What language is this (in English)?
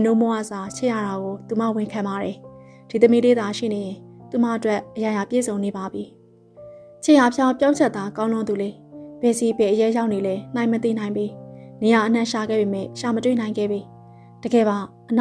Burmese